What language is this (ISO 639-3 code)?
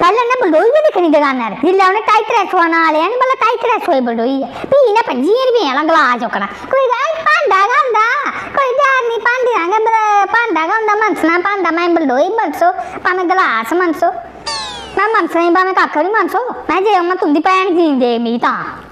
doi